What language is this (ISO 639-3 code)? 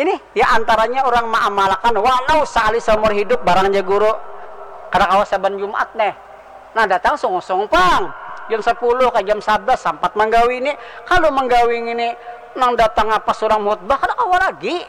bjn